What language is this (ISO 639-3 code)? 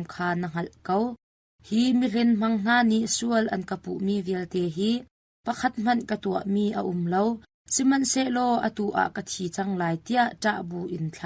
cnh